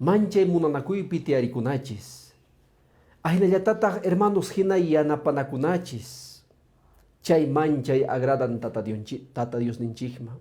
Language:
Quechua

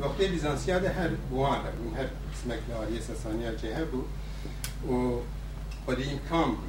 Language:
Kurdish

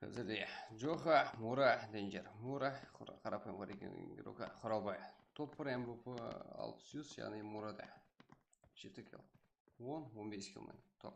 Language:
Kara-Kalpak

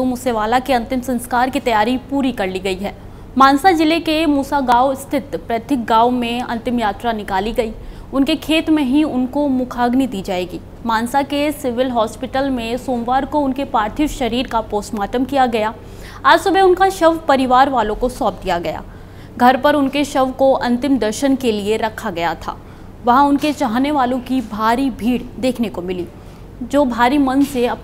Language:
Hindi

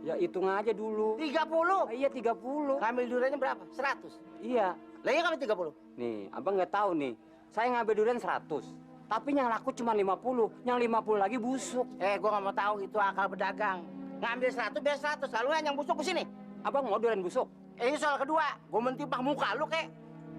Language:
Betawi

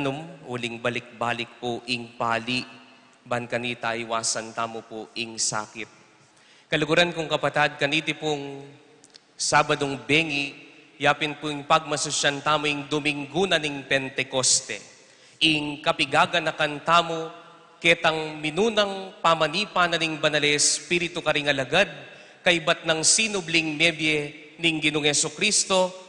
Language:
Pampanga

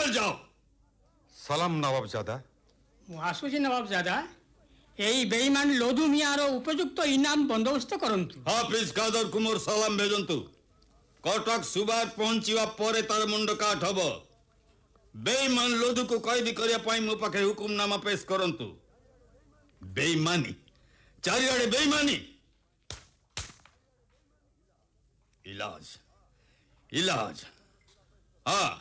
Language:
Odia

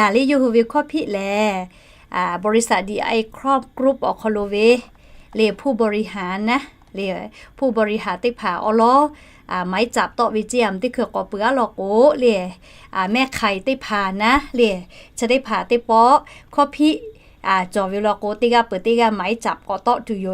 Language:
Lahu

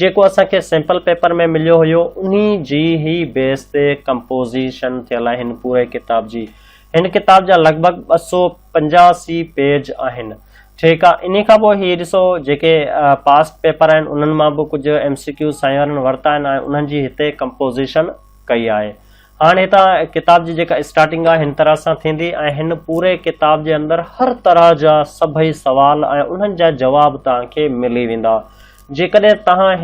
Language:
Sindhi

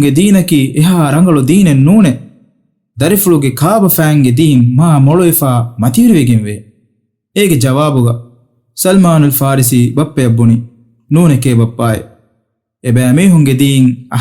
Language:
Divehi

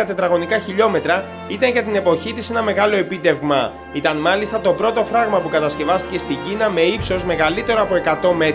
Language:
Greek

